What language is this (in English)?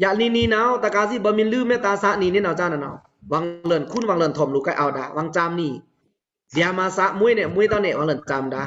Pa'o Karen